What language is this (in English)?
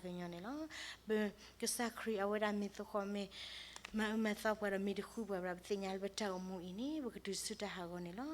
S'gaw Karen